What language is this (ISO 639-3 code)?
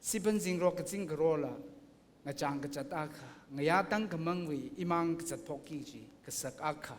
nmf